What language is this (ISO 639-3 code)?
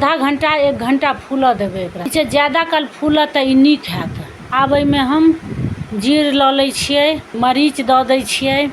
mai